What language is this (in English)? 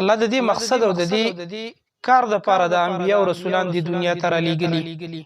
Pashto